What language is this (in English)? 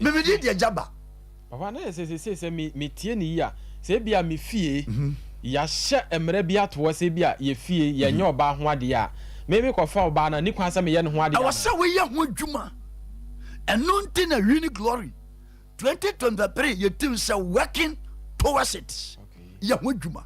Akan